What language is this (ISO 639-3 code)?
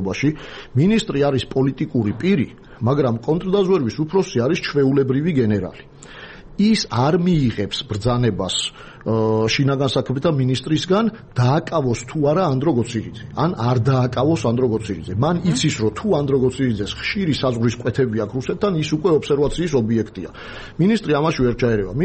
kat